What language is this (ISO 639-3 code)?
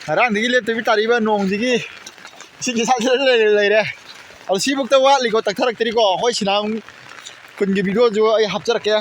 mni